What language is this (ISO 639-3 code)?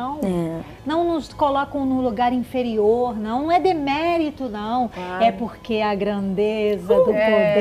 por